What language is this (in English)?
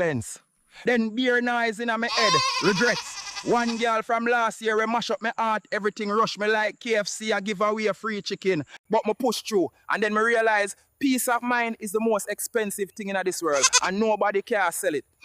Jamaican Creole English